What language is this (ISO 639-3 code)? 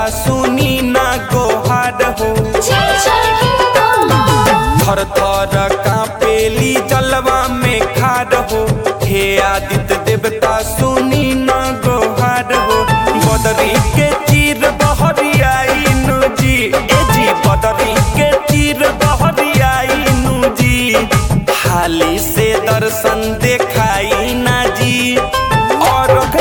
bho